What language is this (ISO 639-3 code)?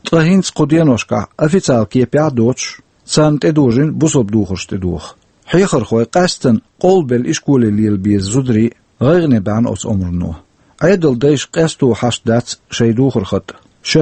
che